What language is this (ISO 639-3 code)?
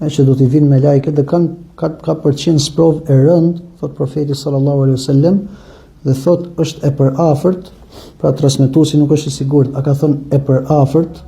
sqi